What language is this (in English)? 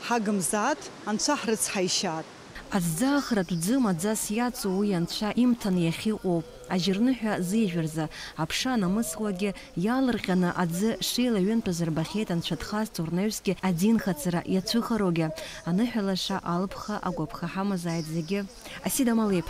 Abkhazian